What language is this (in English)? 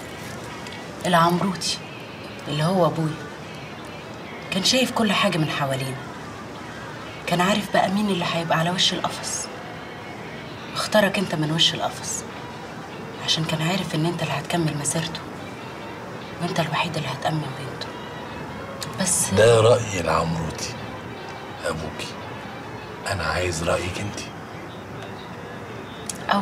Egyptian Arabic